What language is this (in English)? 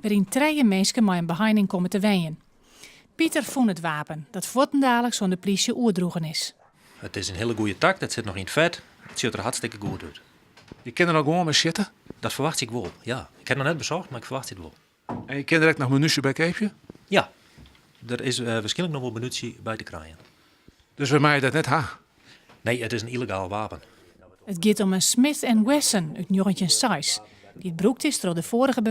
Western Frisian